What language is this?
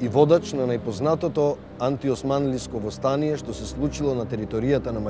Macedonian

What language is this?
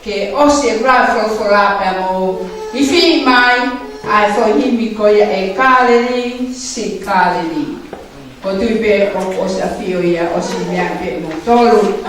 Tongan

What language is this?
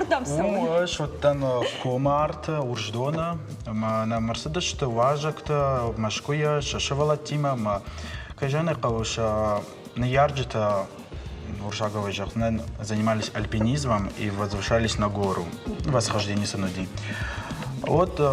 Ossetic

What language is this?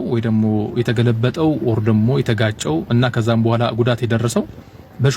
Amharic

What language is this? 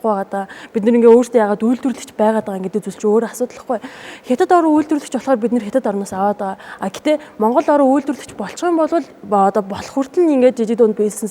Mongolian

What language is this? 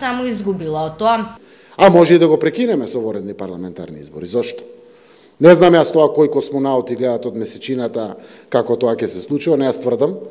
Macedonian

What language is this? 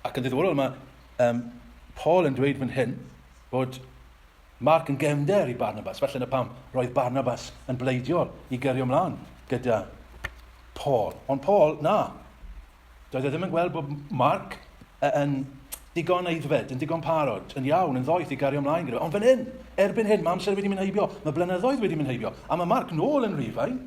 Welsh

